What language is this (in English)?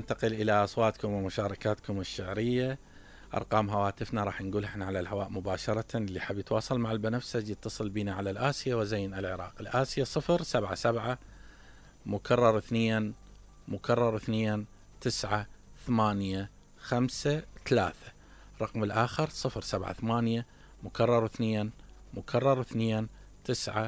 Mesopotamian Arabic